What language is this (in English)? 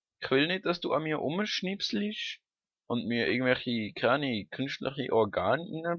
Swiss German